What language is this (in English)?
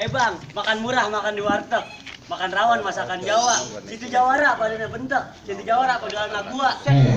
Betawi